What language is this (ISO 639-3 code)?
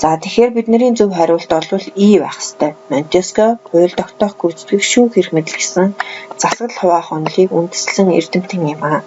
mon